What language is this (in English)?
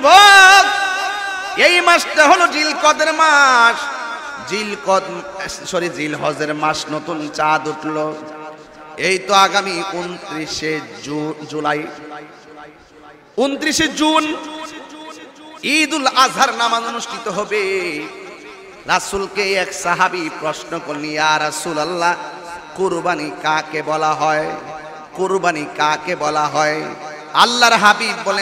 Bangla